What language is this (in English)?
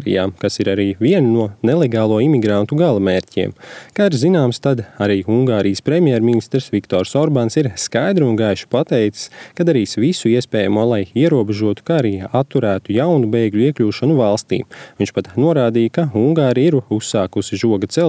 Latvian